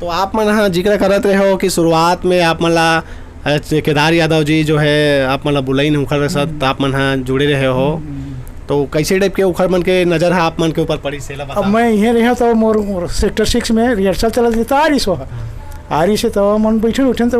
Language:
Chhattisgarhi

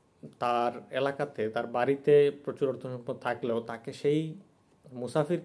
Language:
Bangla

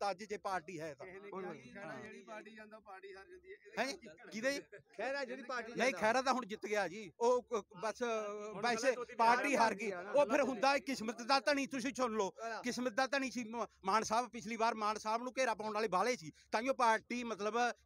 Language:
Punjabi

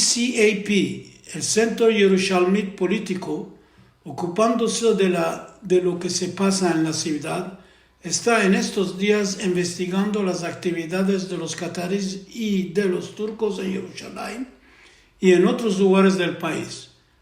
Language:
Ladino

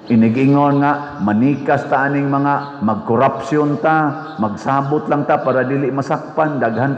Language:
Cebuano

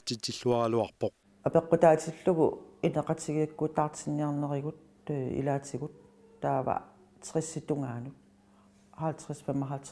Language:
Kalaallisut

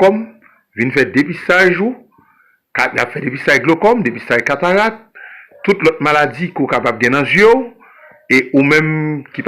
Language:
Haitian Creole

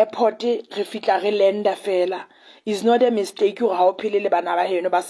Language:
Southern Sotho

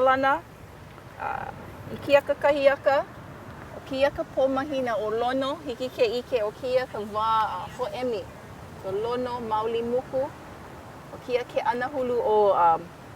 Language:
Hawaiian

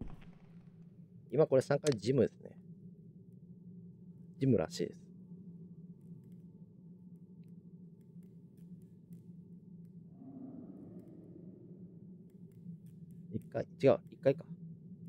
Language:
Japanese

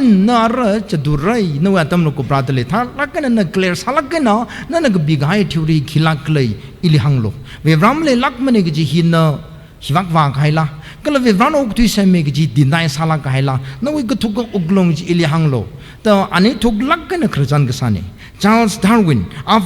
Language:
Tangkhul Naga (India)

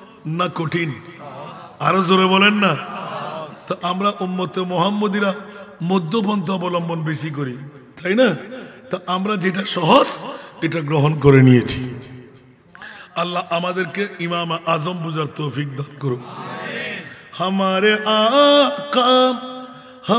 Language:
Bangla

